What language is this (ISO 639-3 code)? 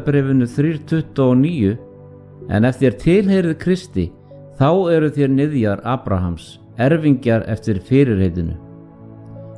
isl